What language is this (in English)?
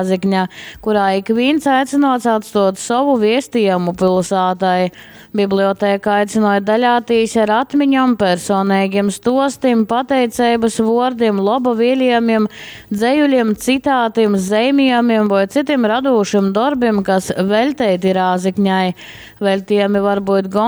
Latgalian